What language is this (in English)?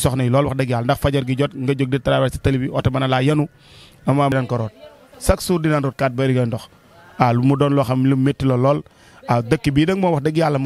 Wolof